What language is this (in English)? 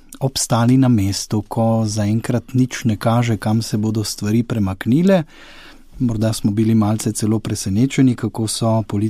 Slovenian